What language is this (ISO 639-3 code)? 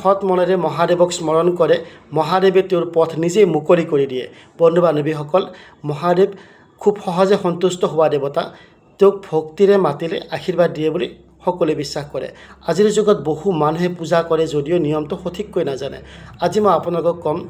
asm